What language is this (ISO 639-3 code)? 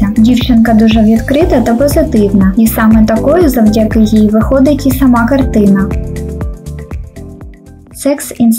ukr